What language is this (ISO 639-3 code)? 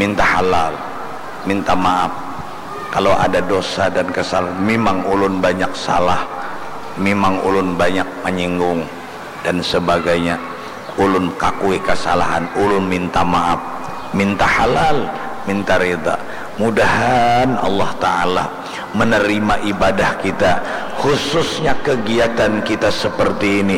bjn